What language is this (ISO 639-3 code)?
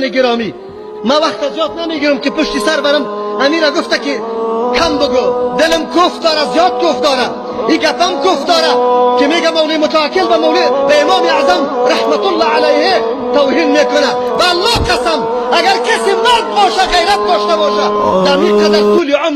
fas